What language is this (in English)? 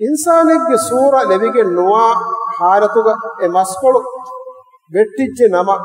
Divehi